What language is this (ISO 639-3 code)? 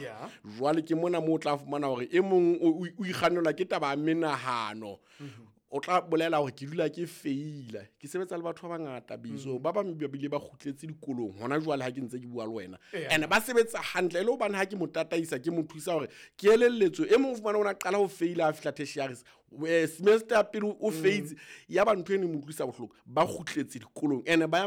sot